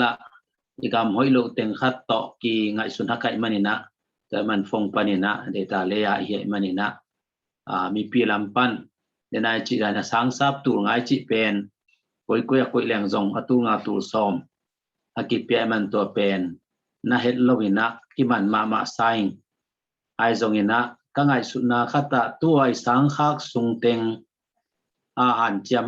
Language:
Tedim Chin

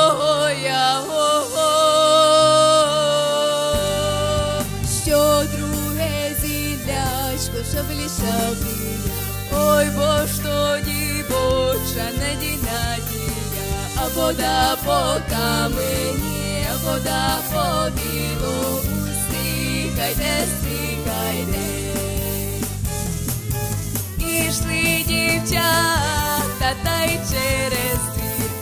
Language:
Ukrainian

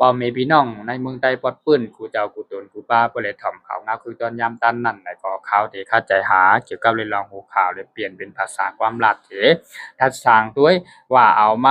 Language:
Shan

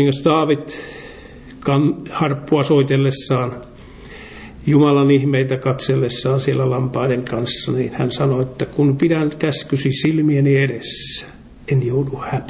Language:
Finnish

